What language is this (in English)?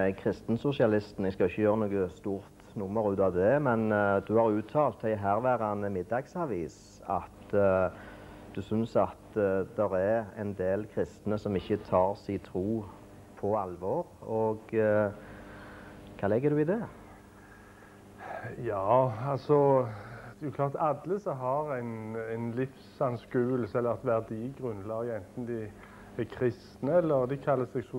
Norwegian